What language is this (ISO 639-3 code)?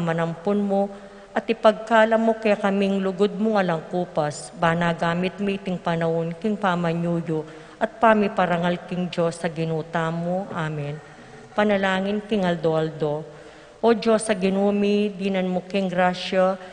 pam